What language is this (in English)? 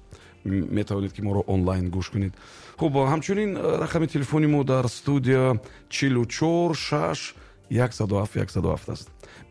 Tajik